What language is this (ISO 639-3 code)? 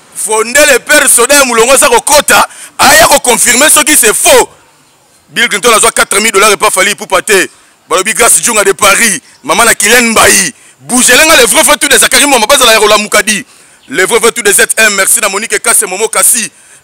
lin